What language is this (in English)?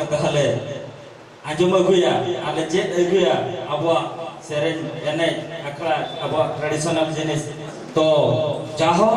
Santali